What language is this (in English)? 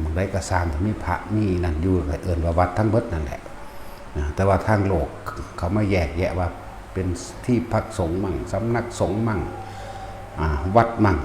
Northeastern Thai